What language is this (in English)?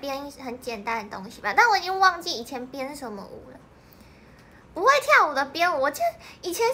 Chinese